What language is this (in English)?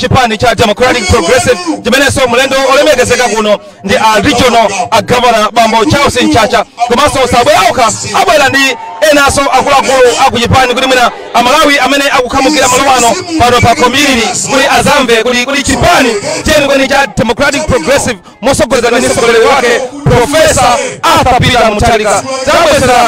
Nyanja